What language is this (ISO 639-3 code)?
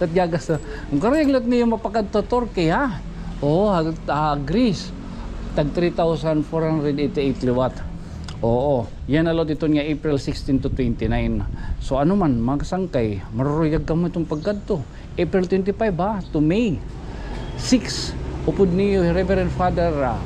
war